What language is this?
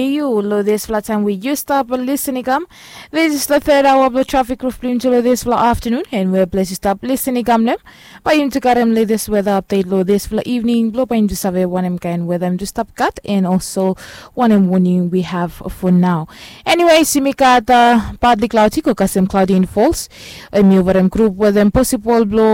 Bislama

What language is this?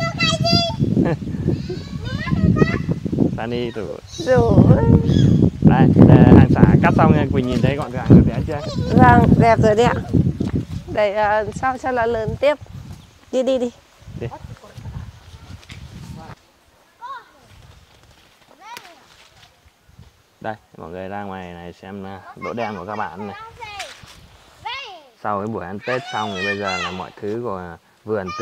Vietnamese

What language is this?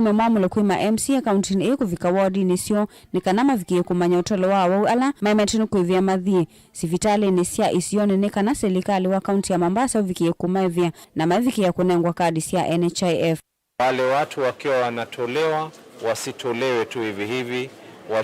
Kamba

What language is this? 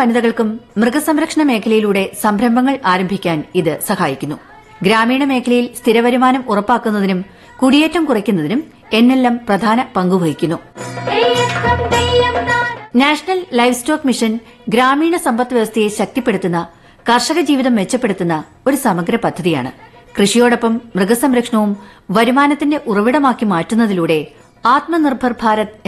Malayalam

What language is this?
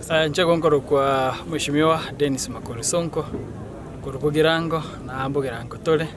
Gusii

